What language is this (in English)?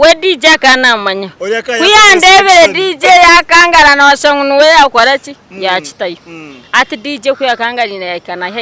Nyankole